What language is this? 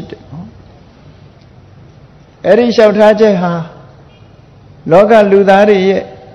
Burmese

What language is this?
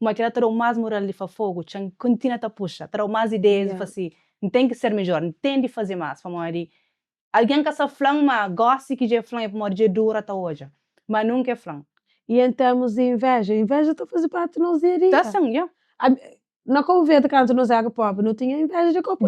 Kabuverdianu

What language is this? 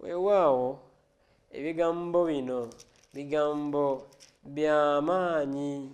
Ganda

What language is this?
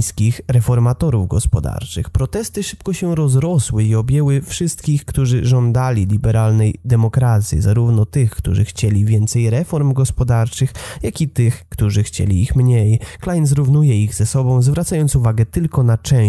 Polish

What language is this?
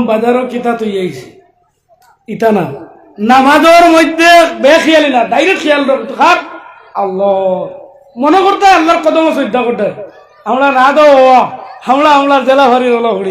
Sylheti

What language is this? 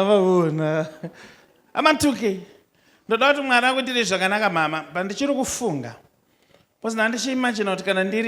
Shona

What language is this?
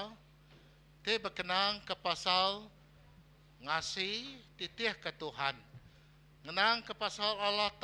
Iban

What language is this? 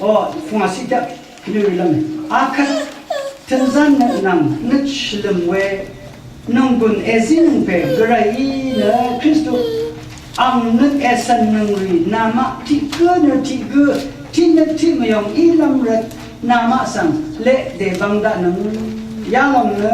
Rawang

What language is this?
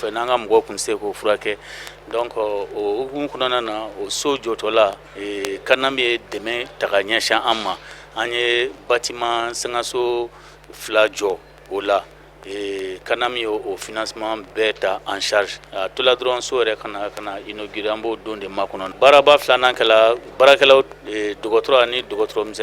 Bambara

